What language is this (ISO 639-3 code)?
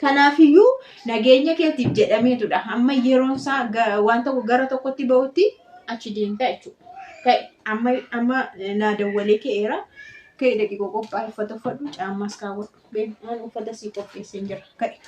orm